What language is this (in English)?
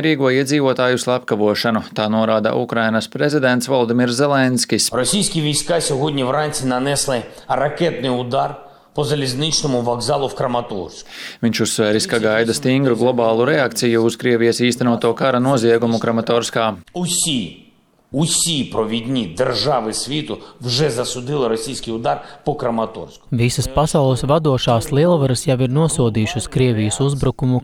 Latvian